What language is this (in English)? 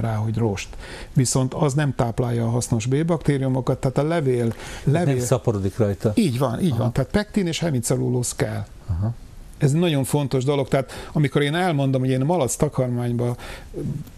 Hungarian